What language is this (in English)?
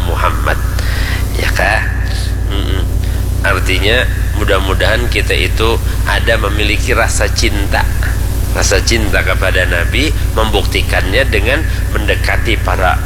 Banjar